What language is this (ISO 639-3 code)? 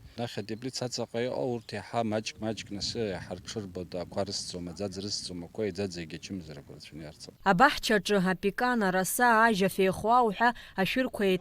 abk